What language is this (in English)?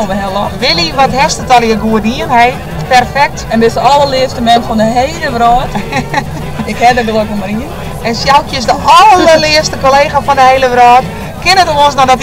Western Frisian